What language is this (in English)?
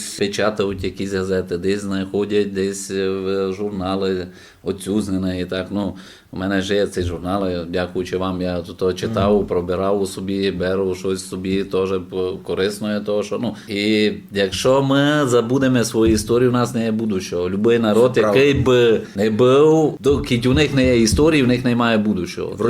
Rusyn